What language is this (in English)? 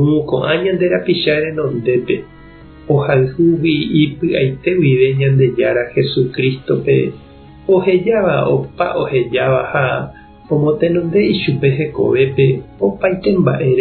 Guarani